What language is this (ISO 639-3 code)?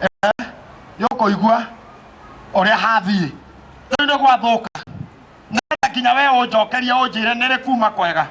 kik